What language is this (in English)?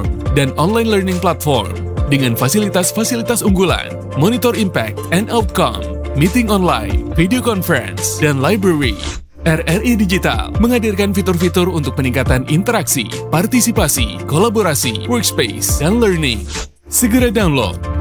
Indonesian